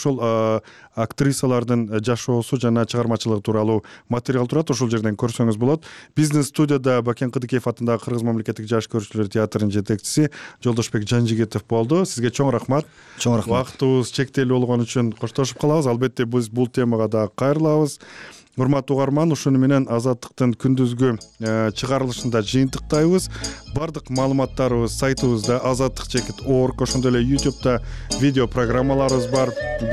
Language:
Kyrgyz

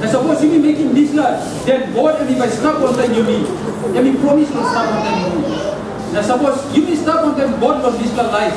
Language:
Tok Pisin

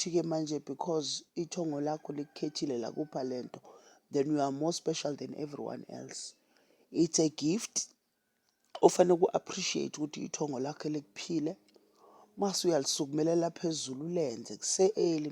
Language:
Zulu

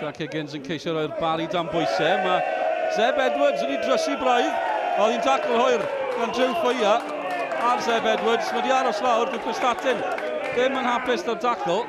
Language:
Welsh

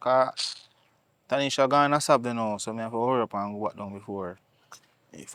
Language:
Jamaican Creole English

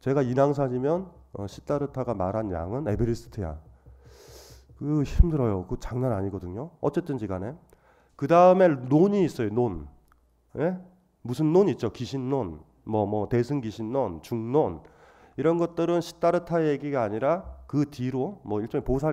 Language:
Korean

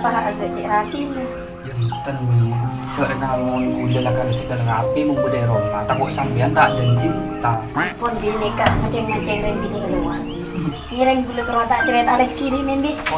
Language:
Madurese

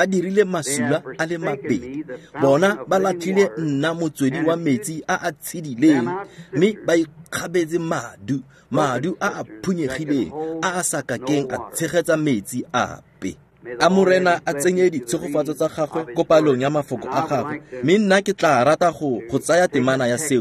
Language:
Tswana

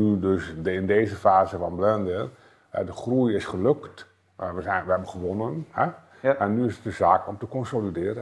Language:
Dutch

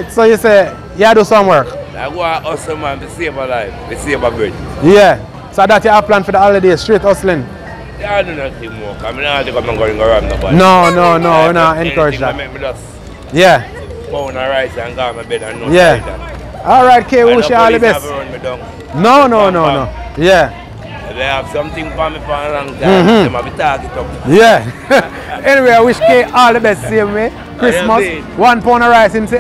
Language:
Jamaican Creole English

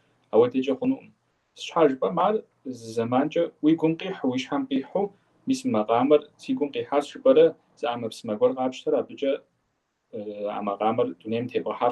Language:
Kabardian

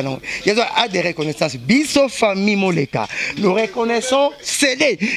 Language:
Lingala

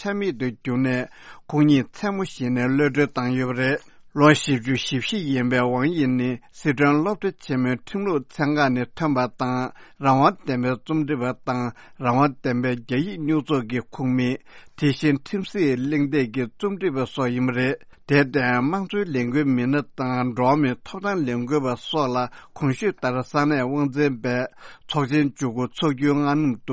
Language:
Tibetan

